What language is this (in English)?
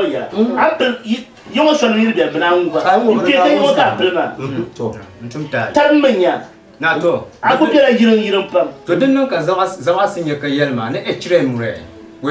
Dagbani